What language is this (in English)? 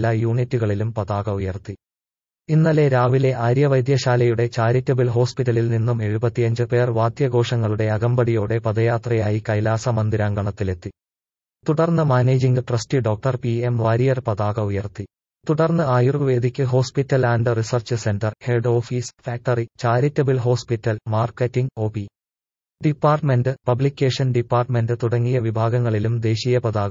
Malayalam